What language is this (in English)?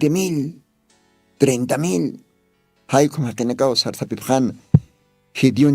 Aymara